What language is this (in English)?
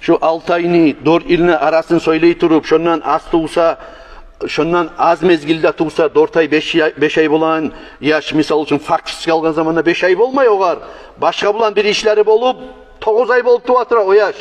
Kumyk